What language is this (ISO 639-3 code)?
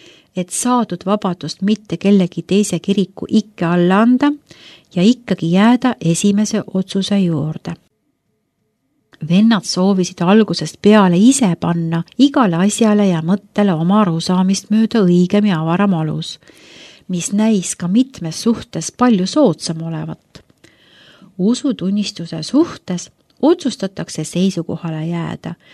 est